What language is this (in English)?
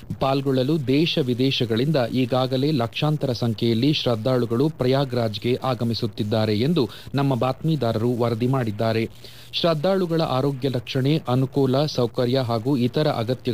Kannada